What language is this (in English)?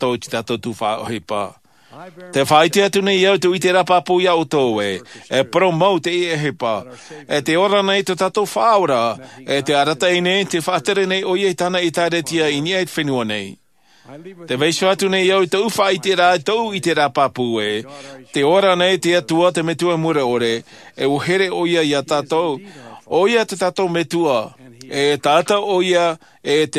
Tahitian